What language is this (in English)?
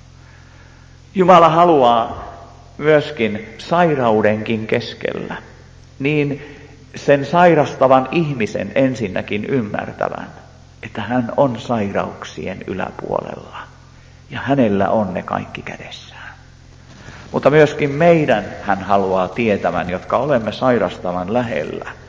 Finnish